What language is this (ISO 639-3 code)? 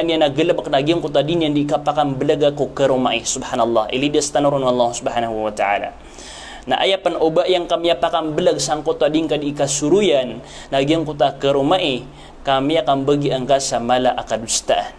mrw